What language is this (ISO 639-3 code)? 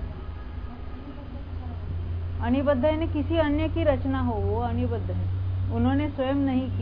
hin